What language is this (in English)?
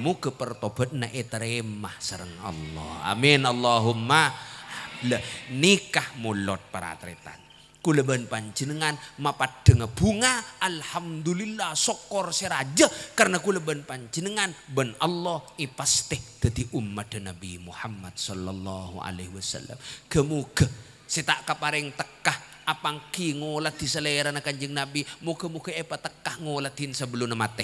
Madurese